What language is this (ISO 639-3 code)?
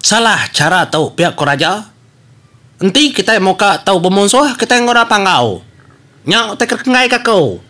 iba